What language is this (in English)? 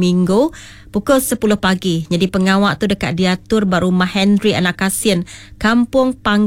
Iban